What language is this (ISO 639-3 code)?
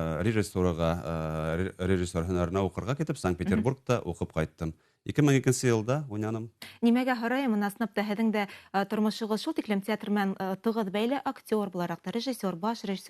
bak